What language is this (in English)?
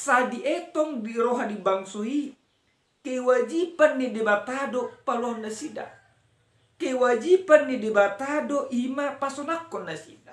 Batak Toba